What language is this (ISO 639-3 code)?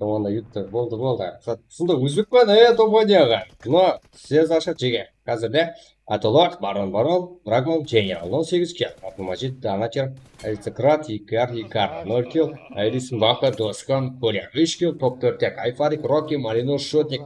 kaa